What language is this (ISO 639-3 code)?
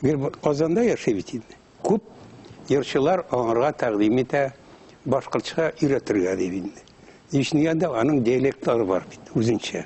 bak